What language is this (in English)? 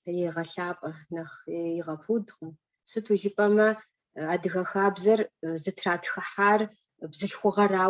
Kabardian